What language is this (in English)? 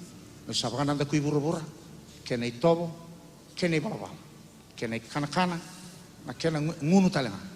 Fijian